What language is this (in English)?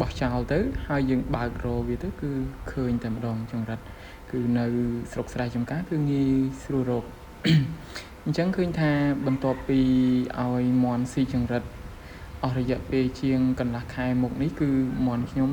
Khmer